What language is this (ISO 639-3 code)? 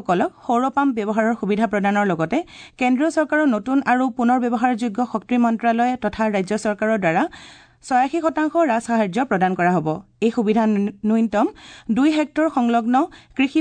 asm